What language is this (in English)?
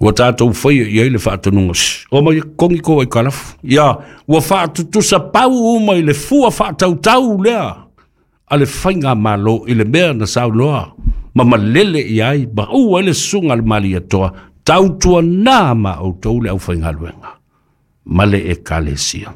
Samoan